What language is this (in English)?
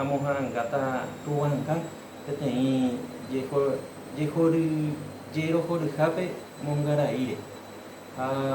Guarani